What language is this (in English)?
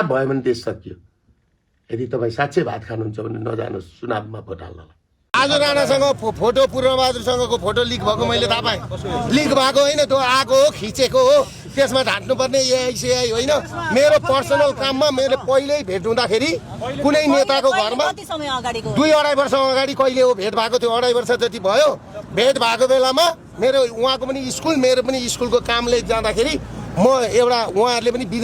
Nepali